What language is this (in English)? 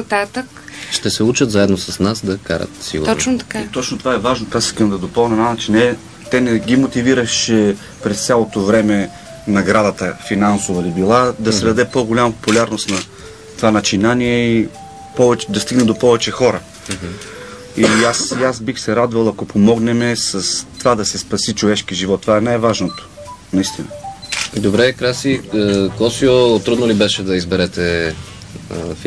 Bulgarian